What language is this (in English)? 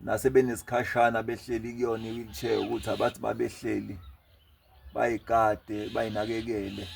Zulu